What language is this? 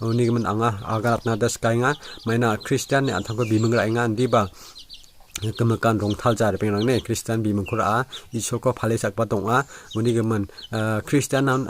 Garo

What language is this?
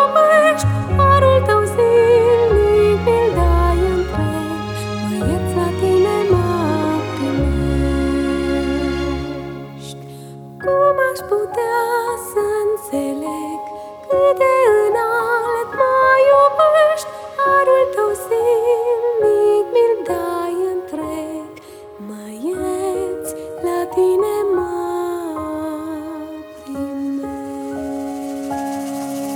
Romanian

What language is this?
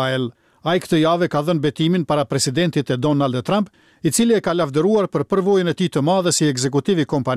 Albanian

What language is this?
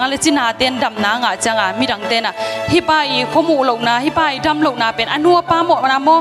Tedim Chin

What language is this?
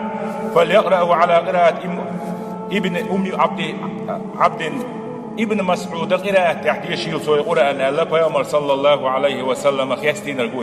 Chechen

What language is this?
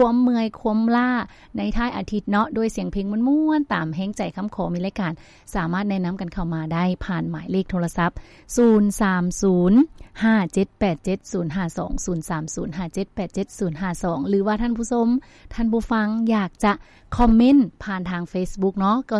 Lao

